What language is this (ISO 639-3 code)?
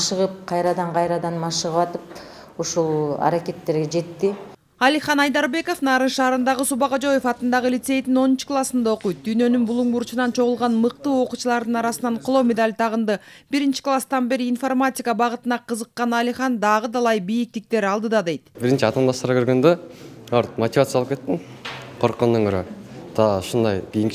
kir